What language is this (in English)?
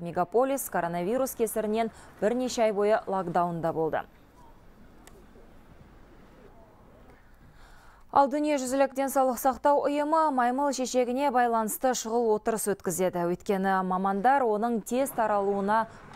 Kazakh